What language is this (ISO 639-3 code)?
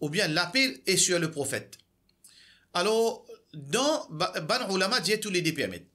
mfe